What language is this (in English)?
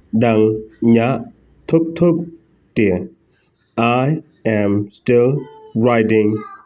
Khasi